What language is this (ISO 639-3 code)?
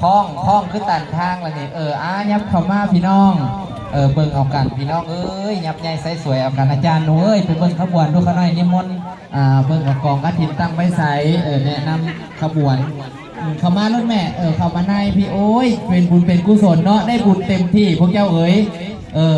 lao